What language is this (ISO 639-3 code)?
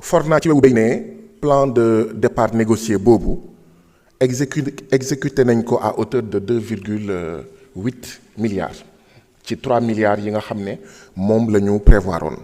wol